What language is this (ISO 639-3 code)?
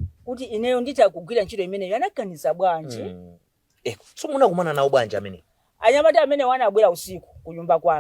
nya